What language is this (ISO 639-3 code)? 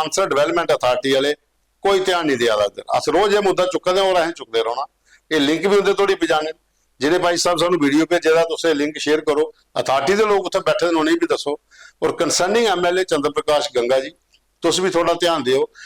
doi